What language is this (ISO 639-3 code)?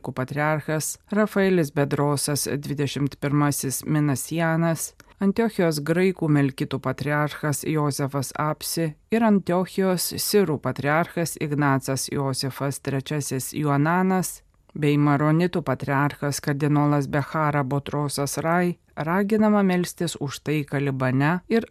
lit